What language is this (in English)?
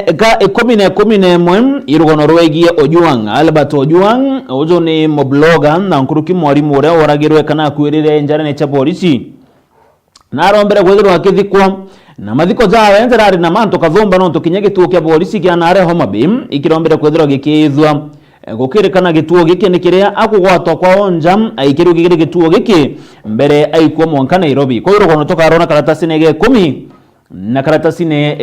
Meru